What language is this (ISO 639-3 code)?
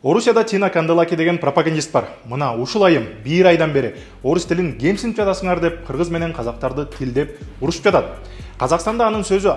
kir